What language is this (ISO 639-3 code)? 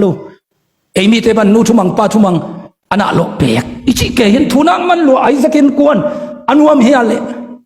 ctd